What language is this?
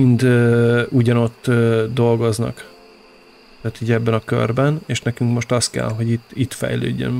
Hungarian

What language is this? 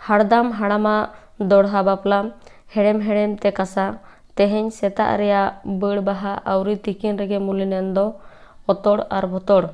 Santali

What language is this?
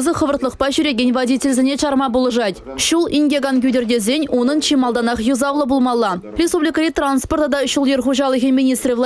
Chuvash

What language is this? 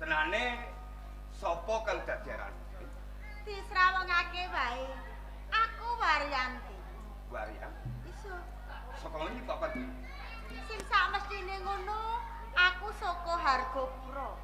Javanese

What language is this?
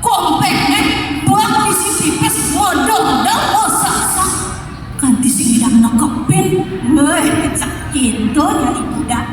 Balinese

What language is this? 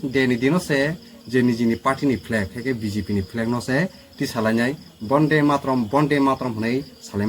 Kok Borok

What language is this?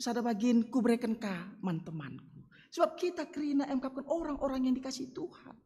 Batak Karo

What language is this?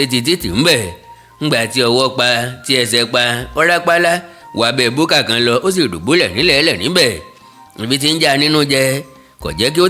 Yoruba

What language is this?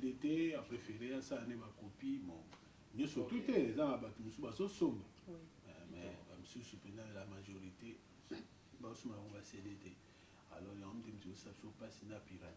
Lingala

